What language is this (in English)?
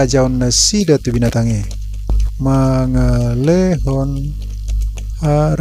Batak Toba